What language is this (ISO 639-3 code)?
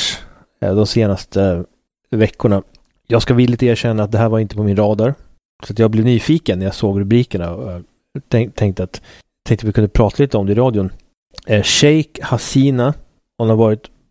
swe